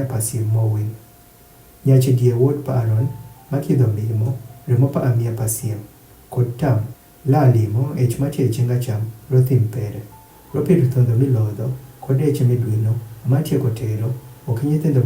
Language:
Adhola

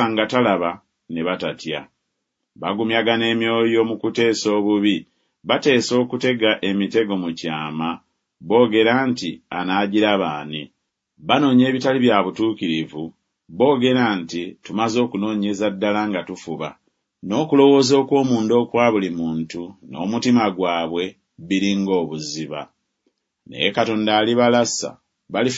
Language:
Ganda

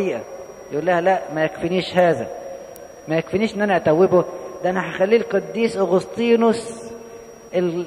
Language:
Egyptian Arabic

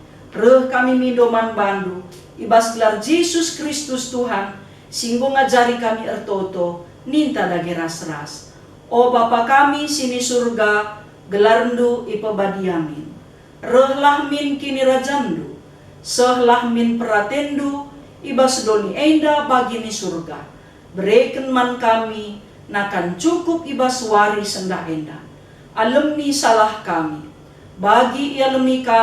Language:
Batak Karo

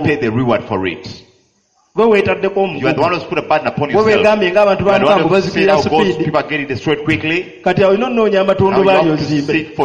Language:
Ganda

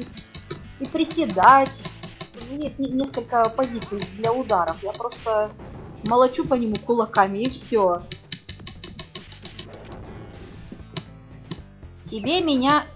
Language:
Russian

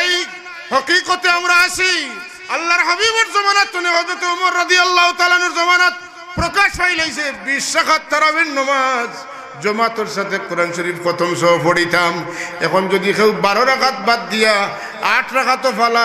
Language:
Sylheti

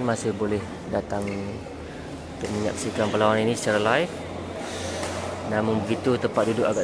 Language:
Malay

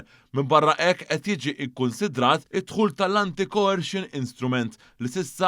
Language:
Maltese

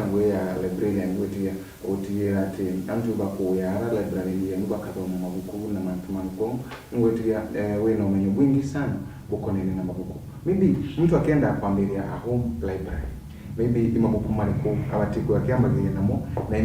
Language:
Meru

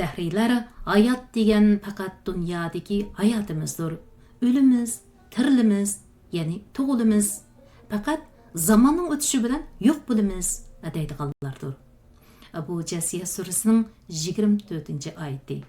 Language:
Uyghur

